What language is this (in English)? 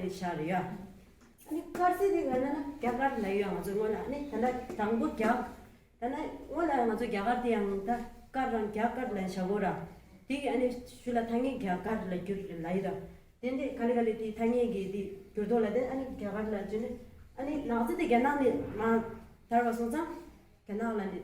Tibetan